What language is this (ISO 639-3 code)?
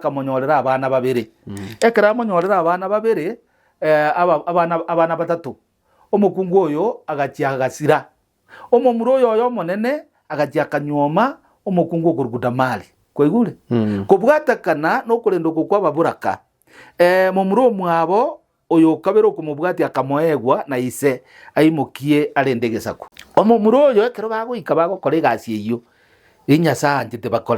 guz